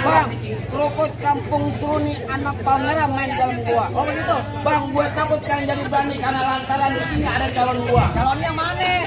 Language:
Betawi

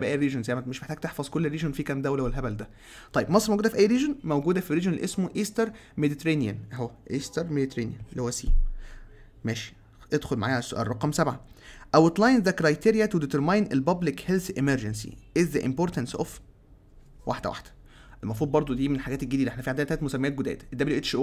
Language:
Egyptian Arabic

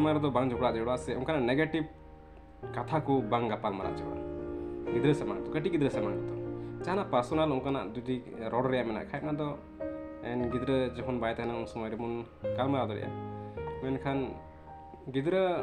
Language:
Santali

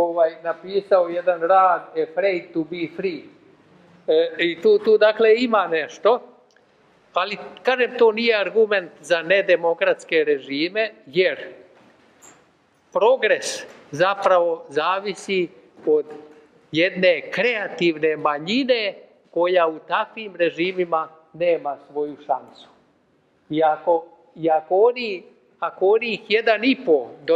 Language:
Serbian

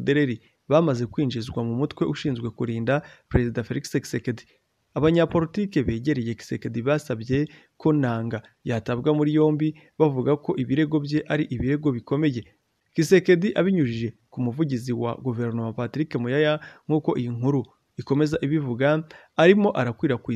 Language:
Kinyarwanda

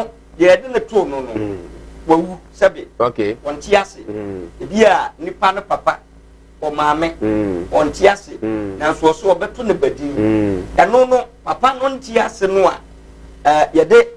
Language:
Akan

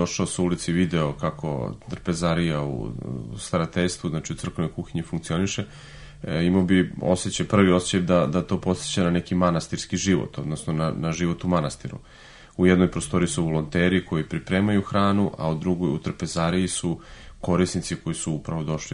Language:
Serbian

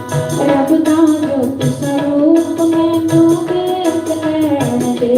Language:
Dogri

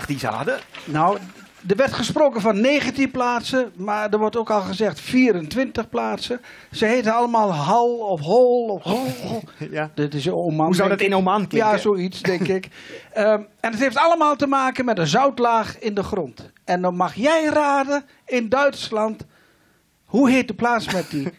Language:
Dutch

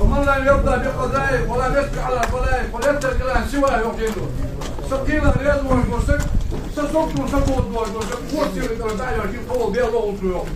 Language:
Ingush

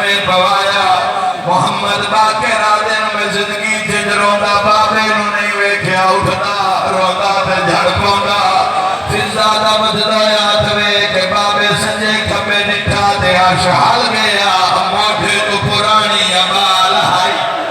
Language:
Saraiki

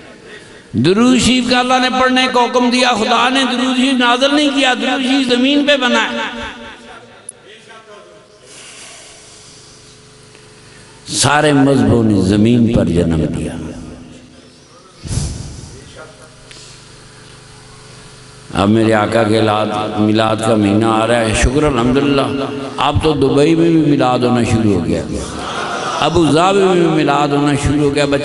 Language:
Urdu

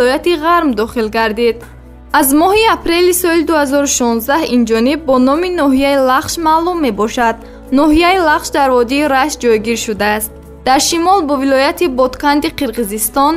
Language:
Tajik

